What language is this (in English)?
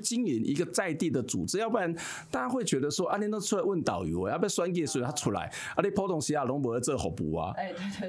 Chinese